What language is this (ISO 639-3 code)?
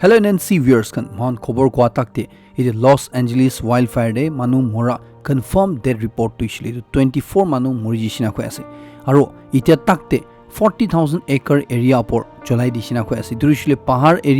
nag